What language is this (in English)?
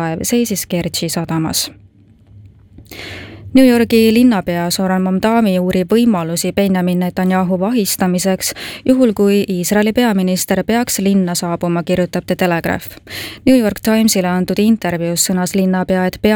Estonian